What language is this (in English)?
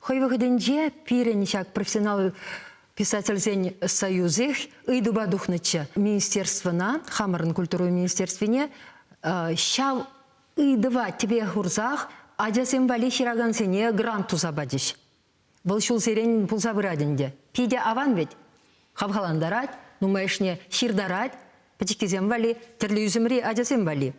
Chuvash